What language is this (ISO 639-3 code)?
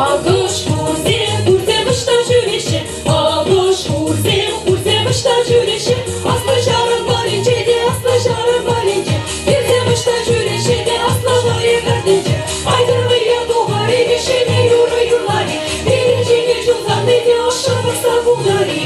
chv